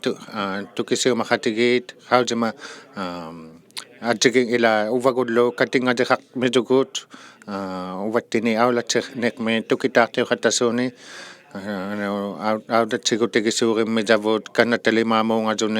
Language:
Inuktitut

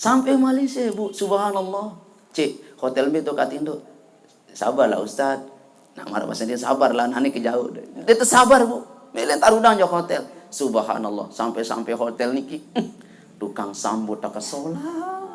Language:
Sasak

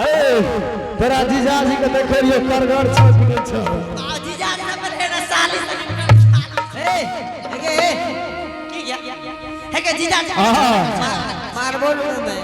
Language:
Angika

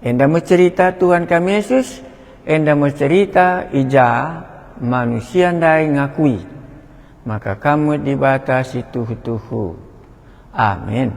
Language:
Batak Karo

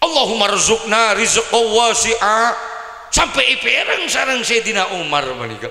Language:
Madurese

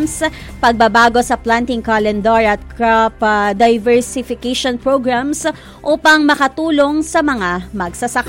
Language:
Filipino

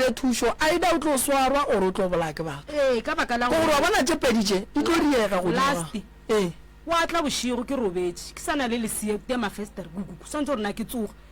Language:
Northern Sotho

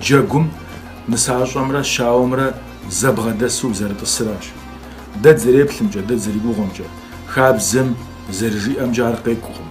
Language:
Kabardian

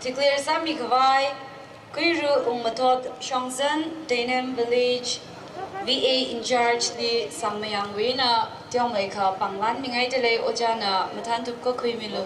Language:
Tangkhul Naga (India)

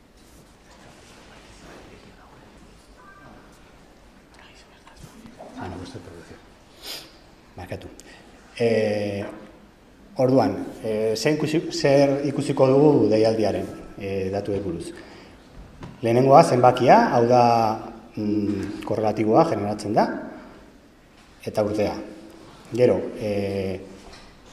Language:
Basque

